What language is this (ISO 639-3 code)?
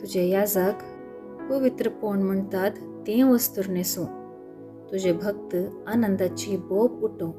kok